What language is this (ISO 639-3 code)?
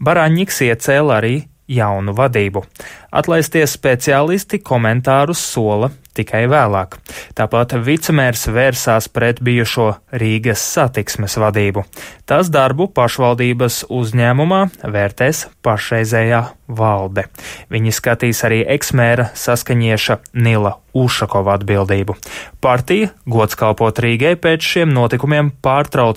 lav